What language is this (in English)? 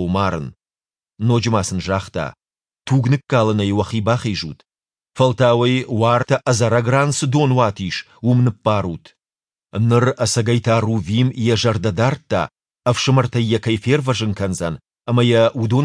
Ossetic